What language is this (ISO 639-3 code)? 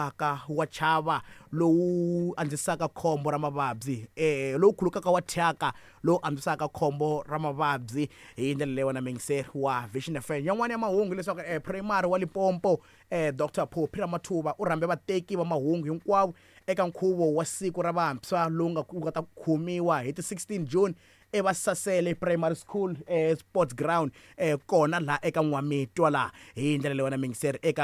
tso